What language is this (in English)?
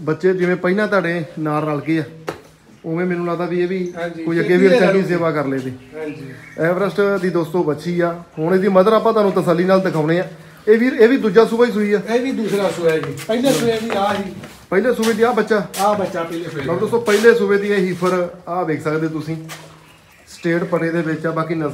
Punjabi